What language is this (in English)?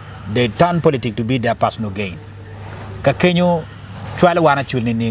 Acoli